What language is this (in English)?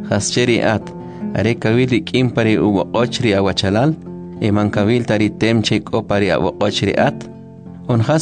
Kʼicheʼ